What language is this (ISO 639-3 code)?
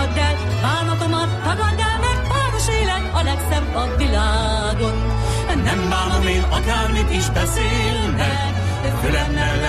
hun